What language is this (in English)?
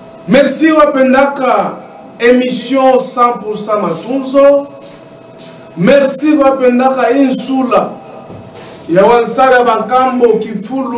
Swahili